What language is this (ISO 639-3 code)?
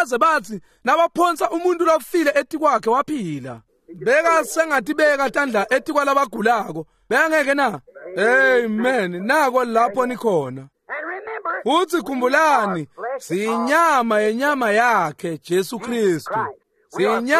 ssw